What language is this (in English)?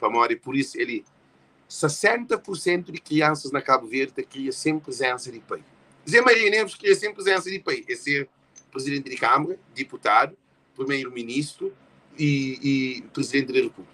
Kabuverdianu